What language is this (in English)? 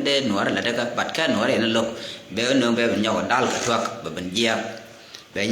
Nuer